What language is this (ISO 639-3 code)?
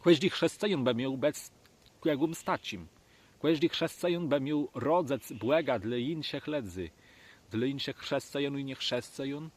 csb